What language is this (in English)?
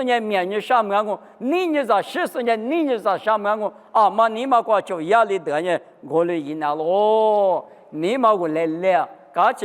Lisu